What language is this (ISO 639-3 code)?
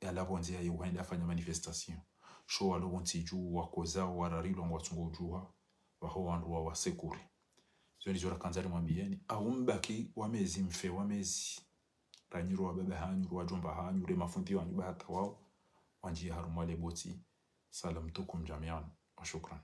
zdj